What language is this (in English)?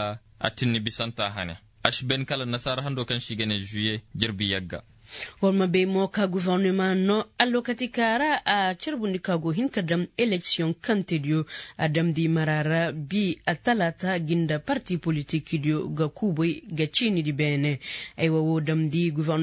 Koyraboro Senni